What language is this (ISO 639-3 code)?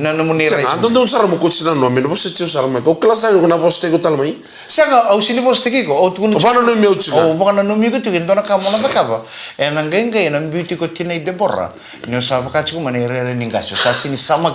fij